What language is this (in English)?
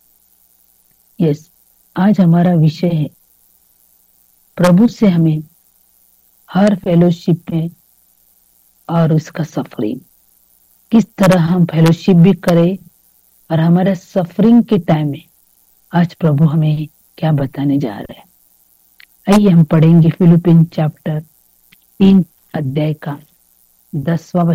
Hindi